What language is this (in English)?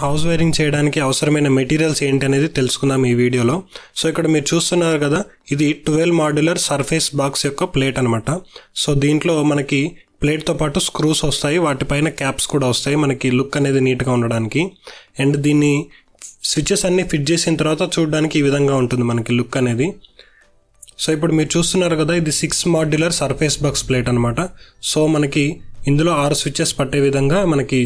Telugu